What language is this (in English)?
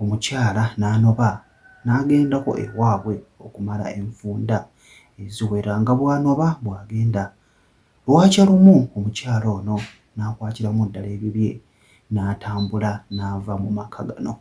Ganda